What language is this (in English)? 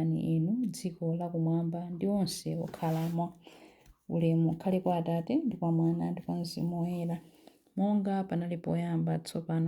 Nyanja